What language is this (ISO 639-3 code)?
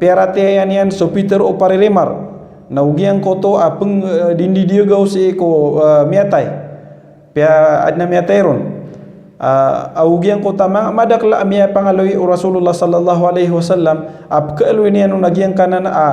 mrw